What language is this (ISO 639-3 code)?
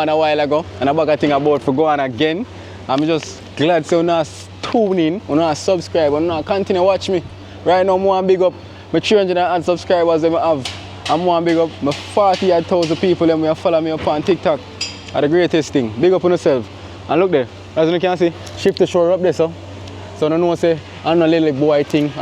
jam